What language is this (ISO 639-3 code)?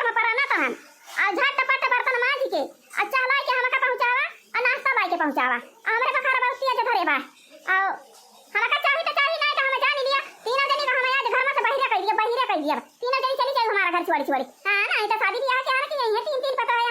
awa